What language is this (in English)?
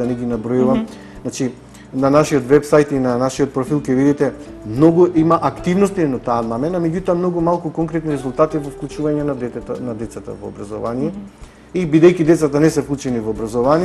Macedonian